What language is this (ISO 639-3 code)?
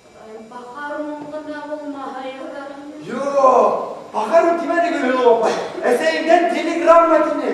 bak